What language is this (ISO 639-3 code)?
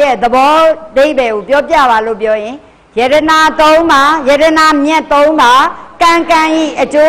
mya